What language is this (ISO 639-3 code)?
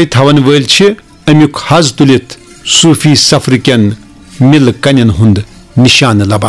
kas